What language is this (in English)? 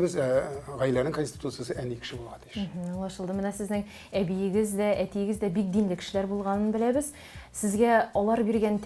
Tatar